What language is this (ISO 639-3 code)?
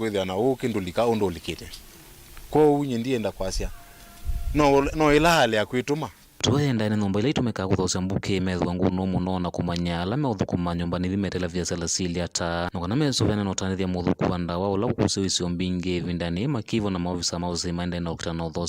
kam